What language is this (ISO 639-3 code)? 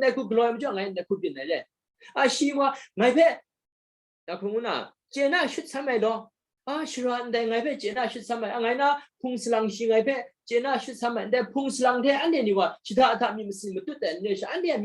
kac